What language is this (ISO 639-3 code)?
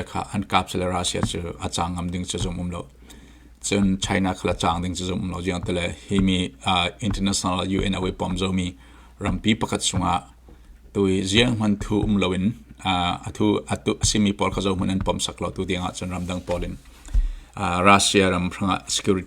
cfm